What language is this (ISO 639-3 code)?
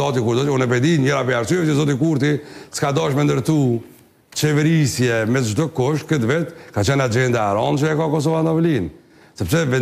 sqi